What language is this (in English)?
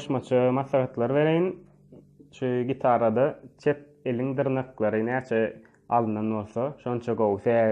Turkmen